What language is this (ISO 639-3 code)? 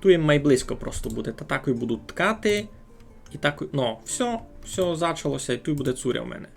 rue